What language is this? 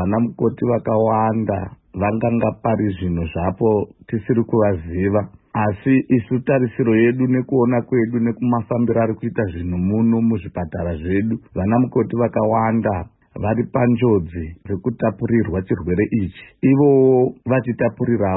Shona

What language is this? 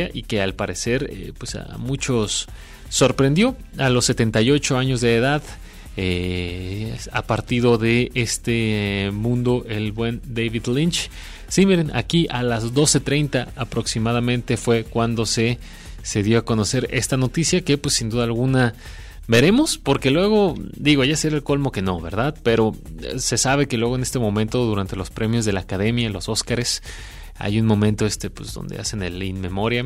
Spanish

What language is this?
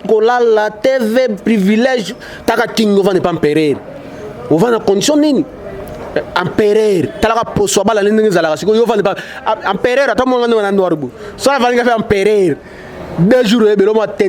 Lingala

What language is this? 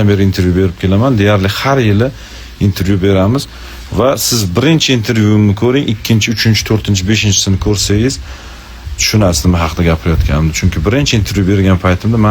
Uzbek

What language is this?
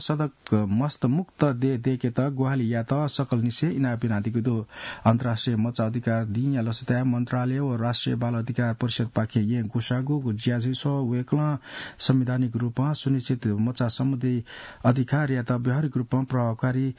Newari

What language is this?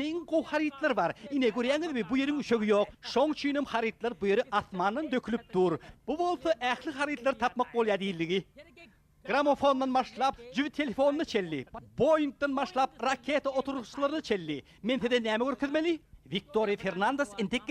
Turkmen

